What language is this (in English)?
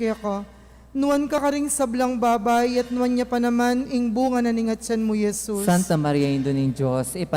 Pampanga